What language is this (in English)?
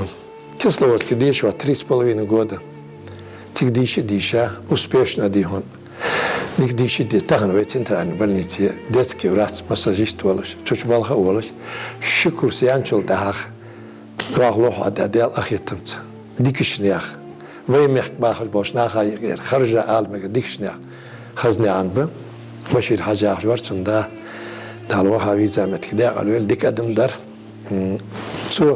Ingush